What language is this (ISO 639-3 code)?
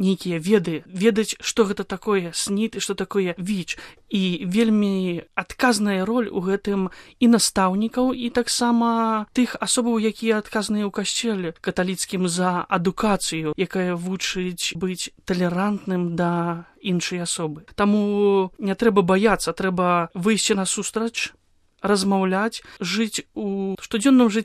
bel